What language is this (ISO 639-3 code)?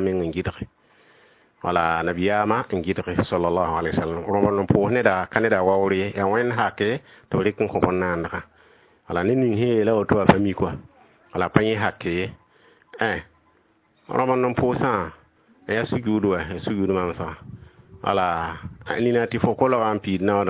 mos